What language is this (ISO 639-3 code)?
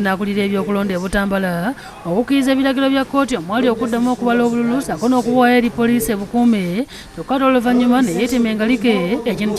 lug